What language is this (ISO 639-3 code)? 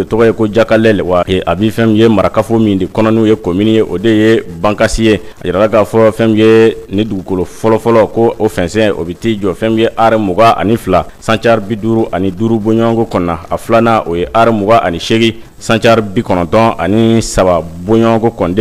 bam